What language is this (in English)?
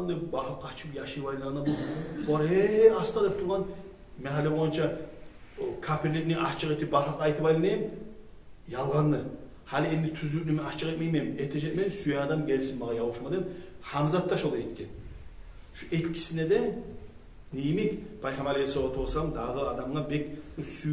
Kumyk